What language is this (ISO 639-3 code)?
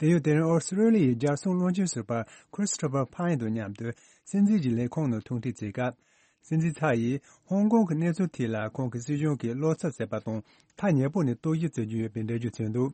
bod